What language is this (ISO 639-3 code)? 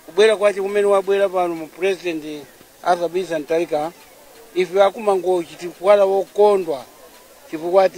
nya